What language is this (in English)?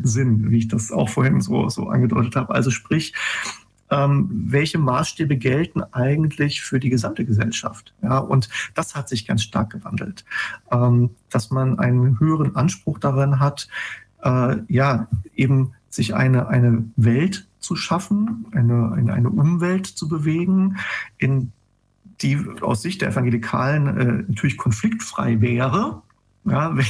German